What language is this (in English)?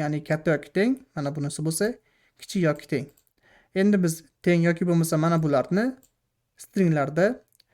Uzbek